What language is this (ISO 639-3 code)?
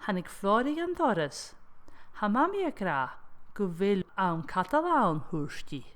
gla